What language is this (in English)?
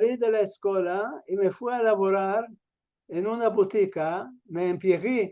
Ladino